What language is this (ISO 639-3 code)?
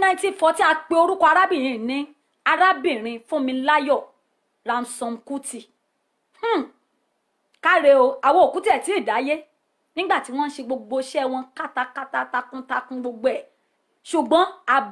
yor